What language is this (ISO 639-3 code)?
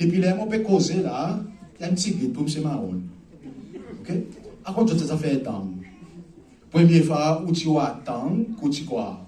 crs